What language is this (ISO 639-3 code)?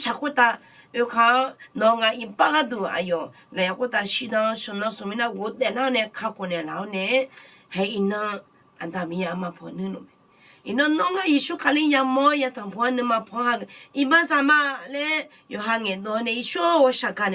ahk